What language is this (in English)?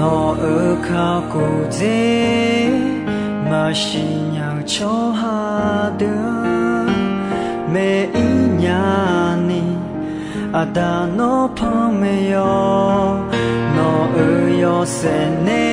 Akha